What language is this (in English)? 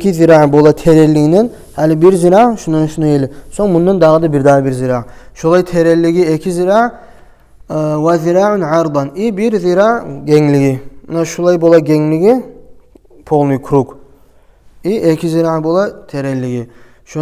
Kumyk